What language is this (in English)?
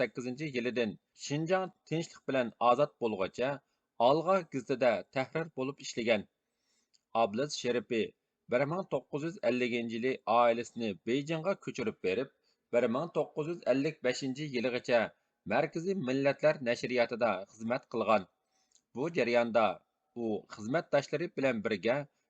Uyghur